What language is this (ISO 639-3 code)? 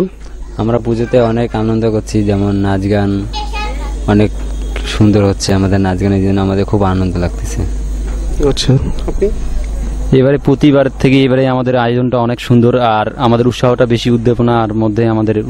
ben